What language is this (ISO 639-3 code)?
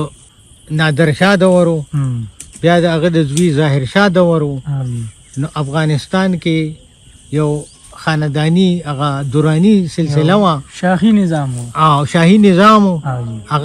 pus